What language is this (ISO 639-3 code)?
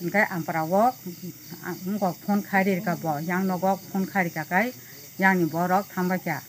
trp